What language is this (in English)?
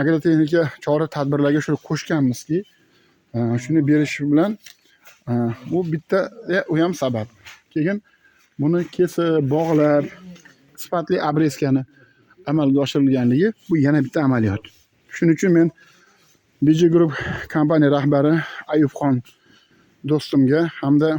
Uzbek